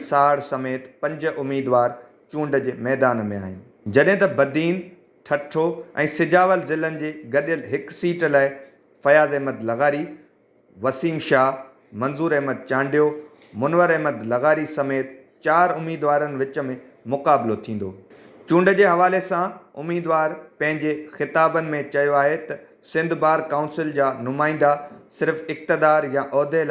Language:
Sindhi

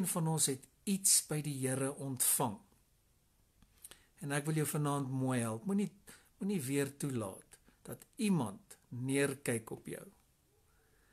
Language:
Afrikaans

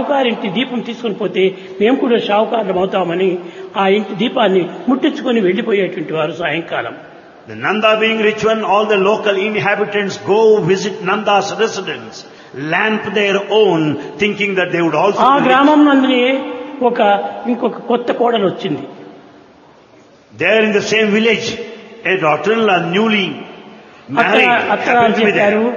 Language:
Telugu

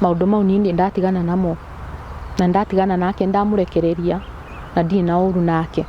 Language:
Kikuyu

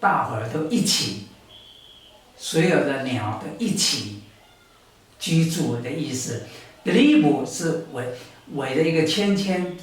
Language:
Taroko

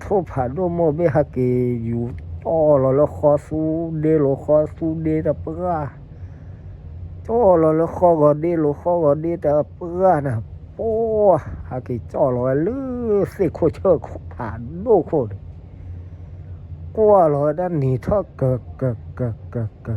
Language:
S'gaw Karen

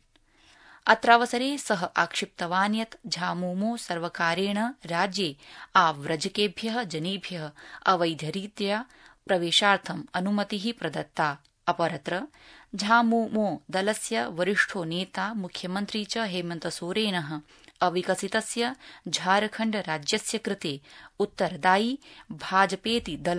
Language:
Sanskrit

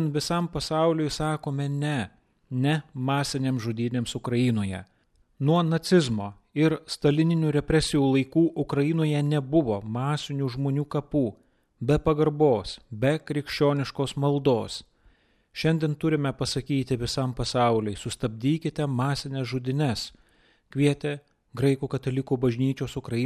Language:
Lithuanian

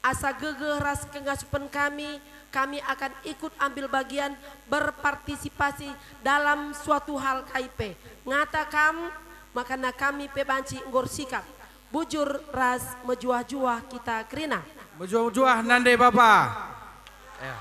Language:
Batak Karo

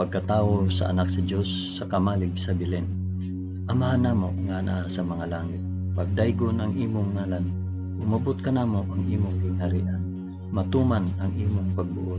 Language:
Cebuano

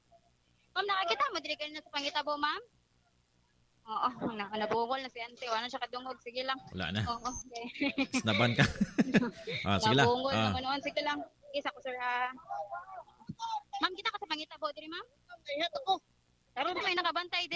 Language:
Cebuano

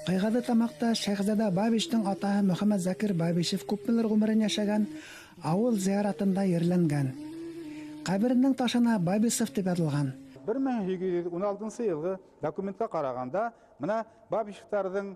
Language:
Bashkir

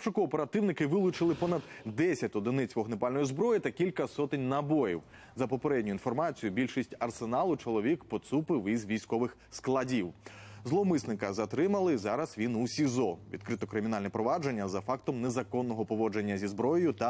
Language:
Ukrainian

